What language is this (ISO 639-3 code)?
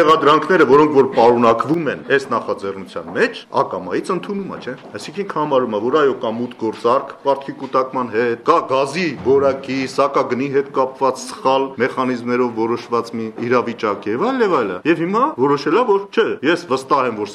hye